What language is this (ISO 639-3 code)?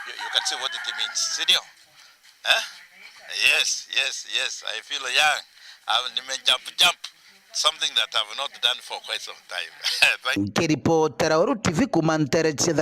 mer